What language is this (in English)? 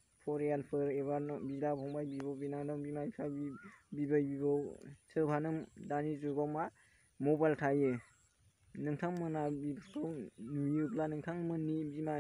Bodo